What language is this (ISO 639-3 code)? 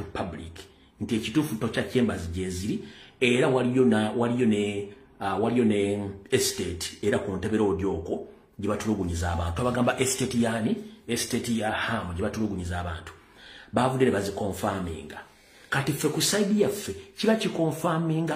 lug